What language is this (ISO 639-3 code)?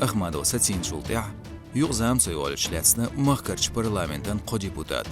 che